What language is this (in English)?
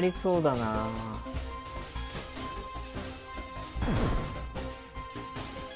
Japanese